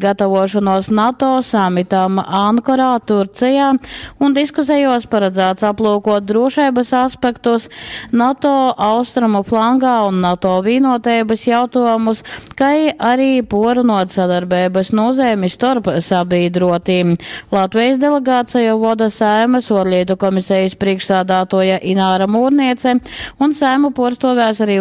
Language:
Latgalian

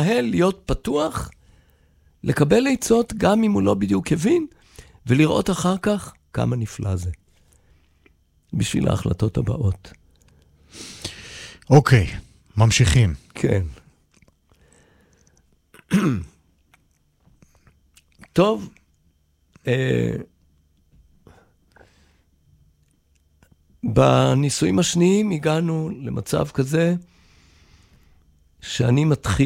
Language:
Hebrew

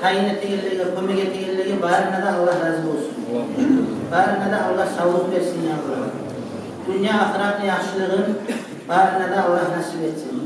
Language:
Kumyk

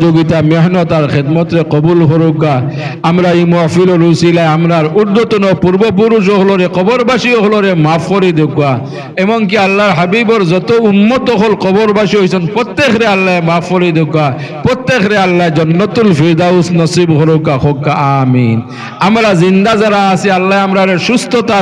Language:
Sylheti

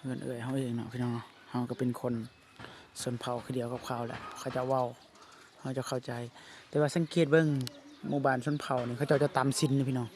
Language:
Lao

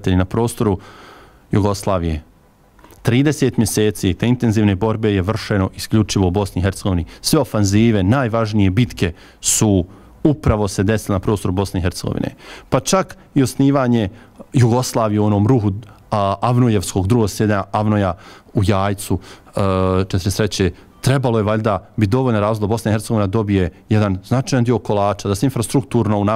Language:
Bosnian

